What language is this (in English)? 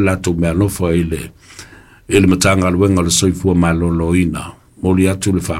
Samoan